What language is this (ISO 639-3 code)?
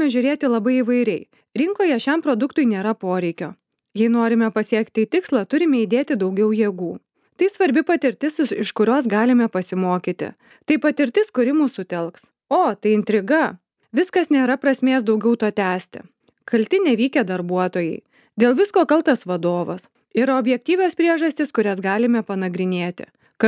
lit